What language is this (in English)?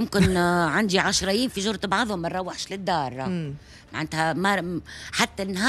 Tunisian Arabic